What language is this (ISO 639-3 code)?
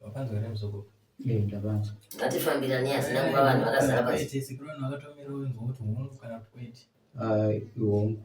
sna